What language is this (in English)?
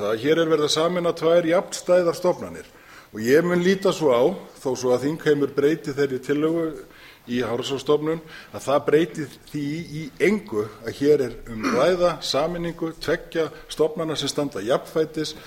Icelandic